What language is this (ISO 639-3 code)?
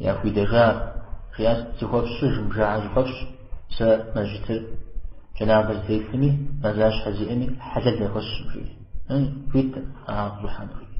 kbd